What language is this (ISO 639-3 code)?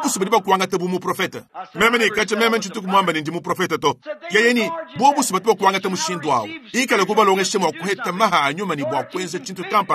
lua